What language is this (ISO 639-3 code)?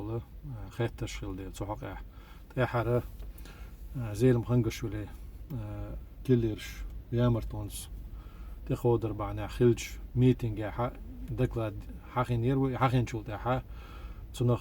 che